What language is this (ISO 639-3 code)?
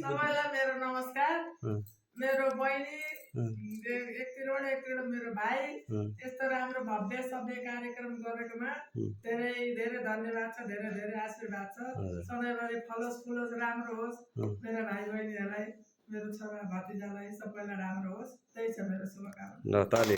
nep